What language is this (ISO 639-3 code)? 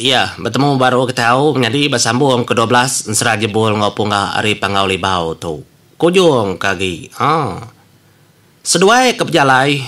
iba